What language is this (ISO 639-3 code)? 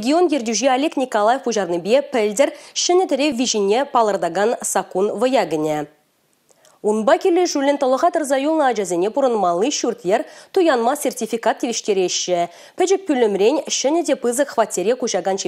chv